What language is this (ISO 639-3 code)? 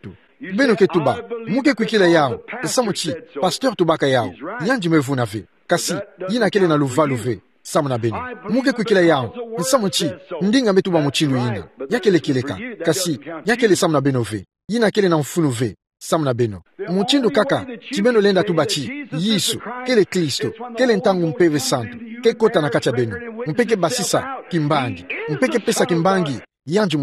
ktu